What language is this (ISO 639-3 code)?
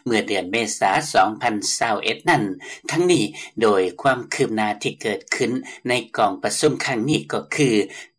lao